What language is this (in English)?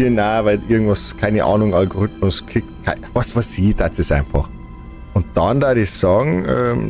Bavarian